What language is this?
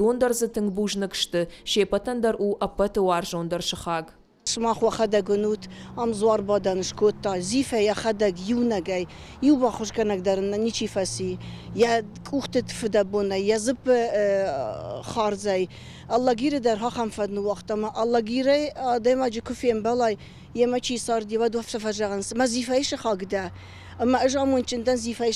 Ossetic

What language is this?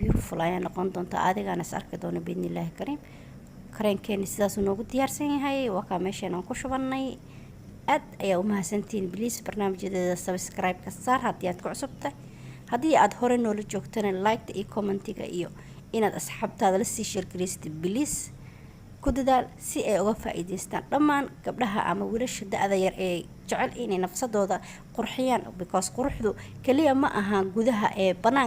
Somali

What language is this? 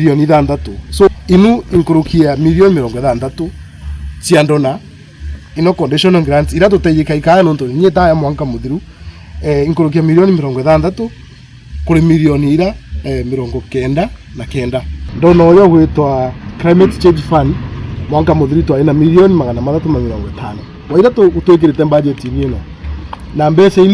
Meru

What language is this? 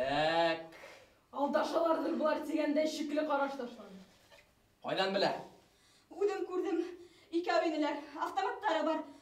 Bashkir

